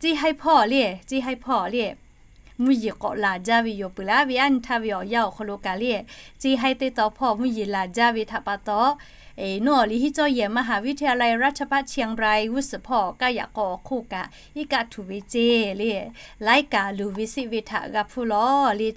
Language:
Lahu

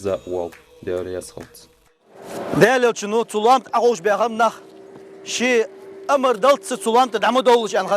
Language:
Ingush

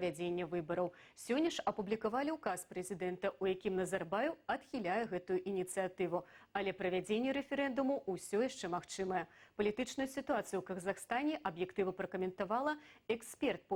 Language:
Belarusian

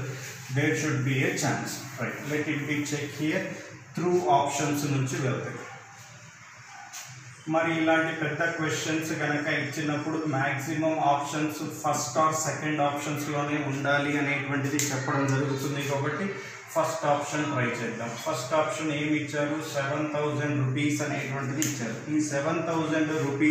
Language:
Telugu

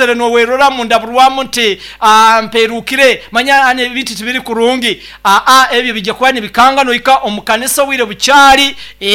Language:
Nyoro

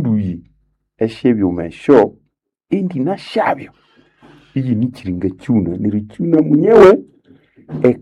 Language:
Nande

